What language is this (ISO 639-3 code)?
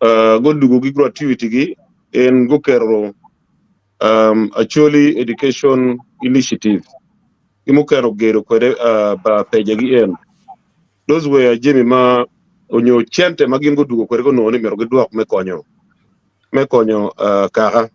ach